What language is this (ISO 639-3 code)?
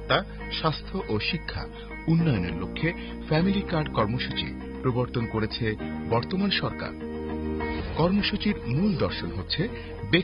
ben